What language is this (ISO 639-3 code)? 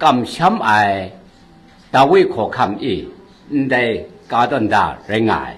kac